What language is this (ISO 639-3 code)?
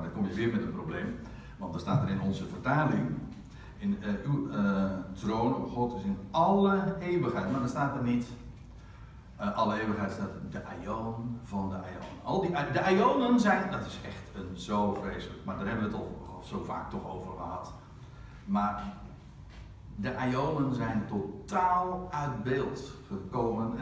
nld